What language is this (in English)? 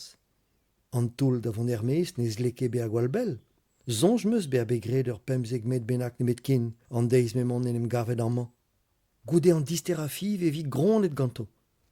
Breton